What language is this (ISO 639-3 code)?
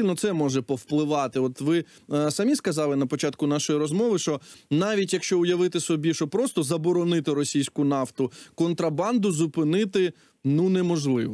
ukr